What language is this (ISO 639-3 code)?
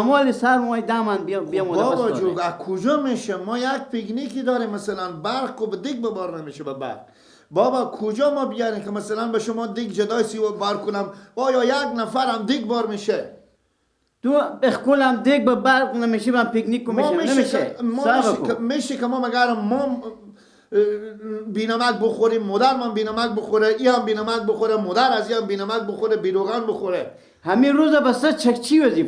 fas